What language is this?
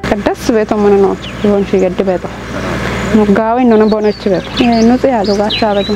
Kafa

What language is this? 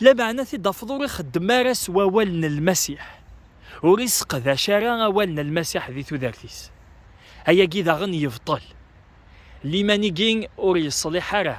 Kabyle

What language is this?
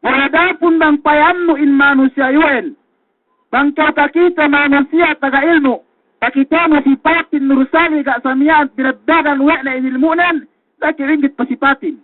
Yakan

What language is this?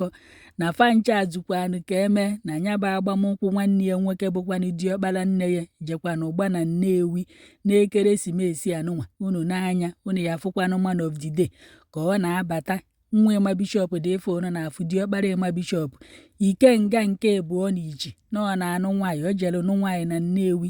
Igbo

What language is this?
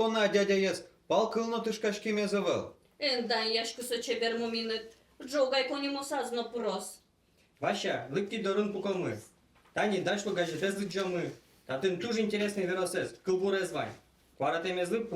Udmurt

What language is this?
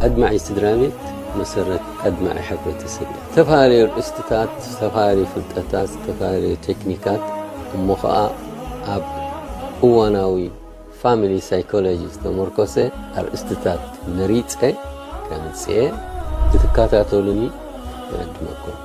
Tigrinya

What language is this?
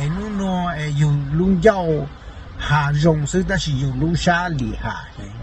Hmong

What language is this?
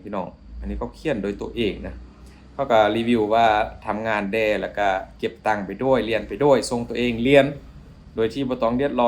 Lao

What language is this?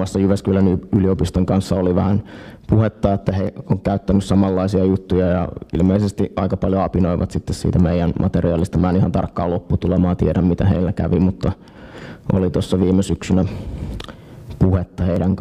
Finnish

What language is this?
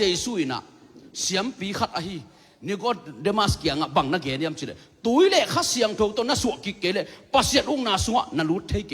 Tedim Chin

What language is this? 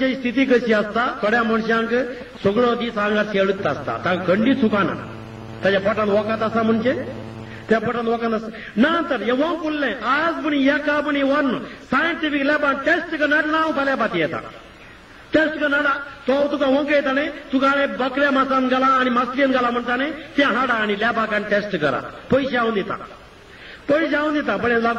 Konkani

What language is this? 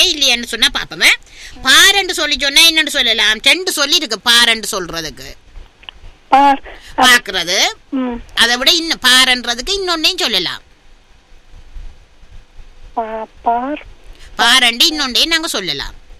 Tamil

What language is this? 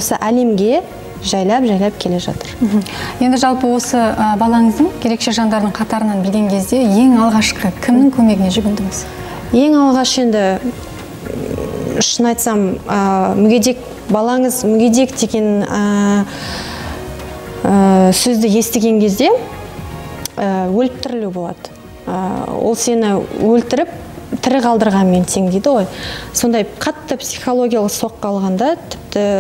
Kazakh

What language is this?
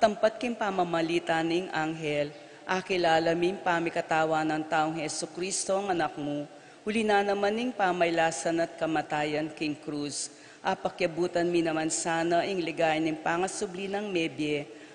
Pampanga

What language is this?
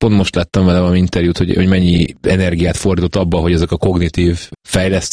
Hungarian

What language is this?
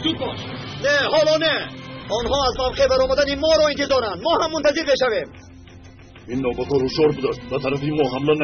Tajik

